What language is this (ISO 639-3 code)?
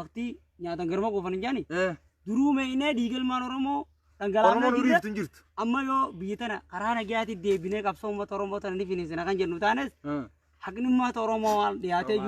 orm